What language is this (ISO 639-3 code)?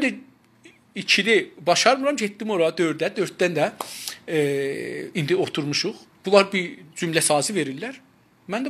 azb